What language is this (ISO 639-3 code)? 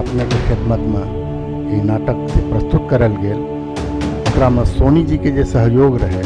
mai